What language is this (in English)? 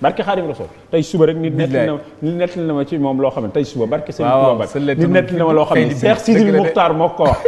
Wolof